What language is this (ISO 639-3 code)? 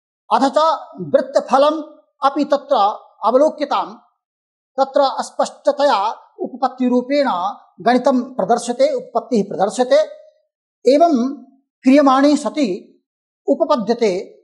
san